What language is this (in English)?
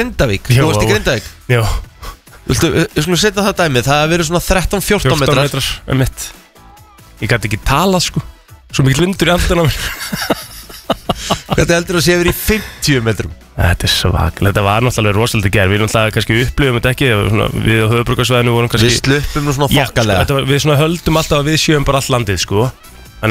Icelandic